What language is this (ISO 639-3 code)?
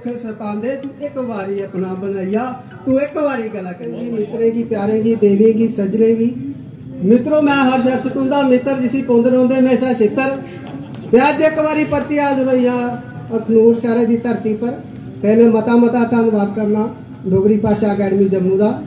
doi